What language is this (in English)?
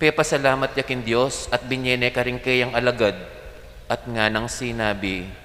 Pampanga